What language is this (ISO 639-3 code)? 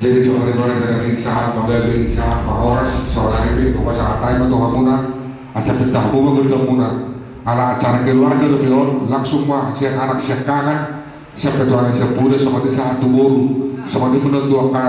bbc